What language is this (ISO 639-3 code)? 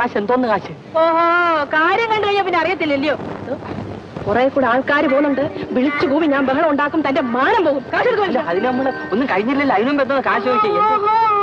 mal